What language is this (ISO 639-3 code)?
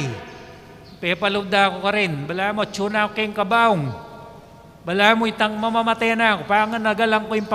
pam